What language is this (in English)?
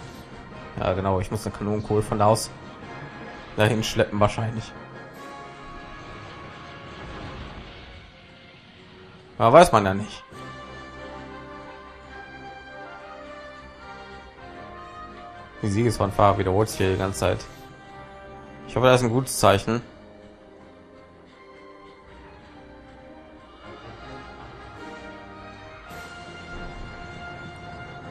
German